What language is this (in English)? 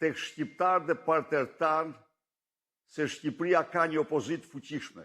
Albanian